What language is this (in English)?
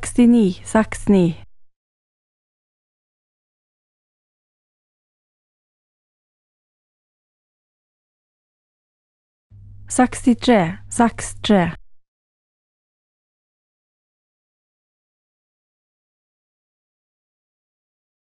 Norwegian